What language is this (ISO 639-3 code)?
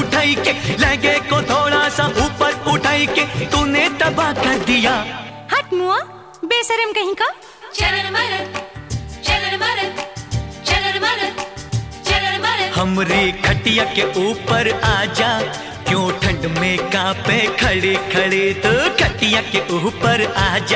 bho